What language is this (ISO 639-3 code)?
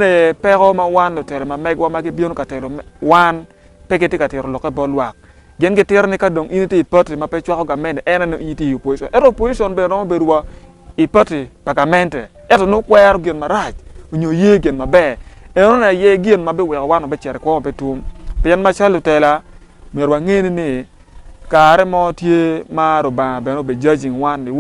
ach